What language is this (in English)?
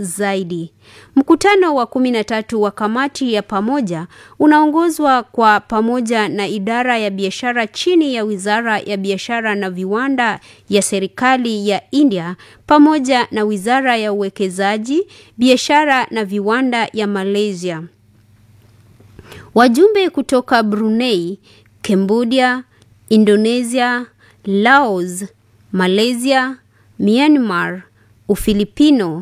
Swahili